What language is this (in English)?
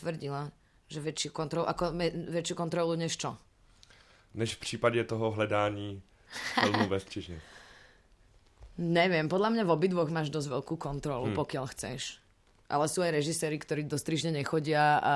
Slovak